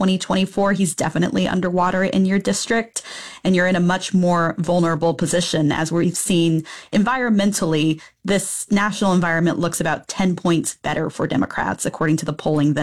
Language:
English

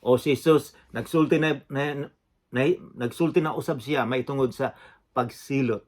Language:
Cebuano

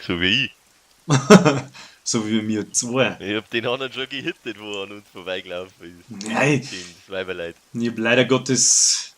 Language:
Bavarian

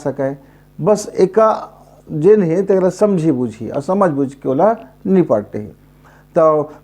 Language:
Chhattisgarhi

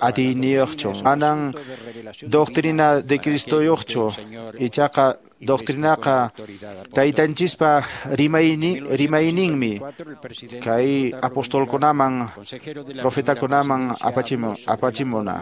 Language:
Quechua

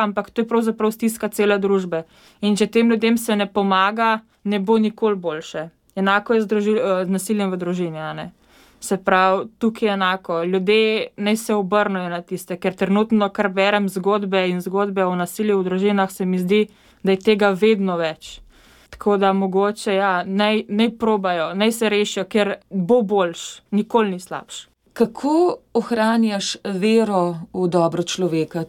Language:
Slovenian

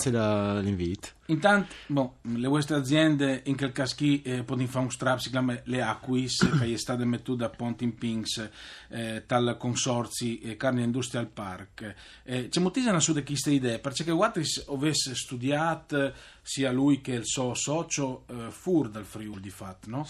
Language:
Friulian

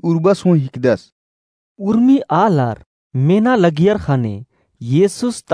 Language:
Kurukh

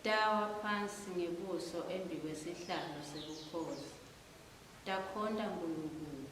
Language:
Swati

